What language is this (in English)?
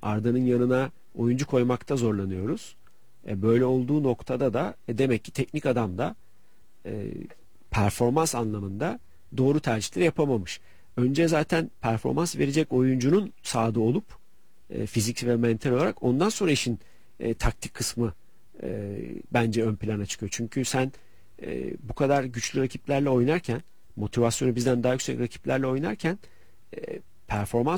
Turkish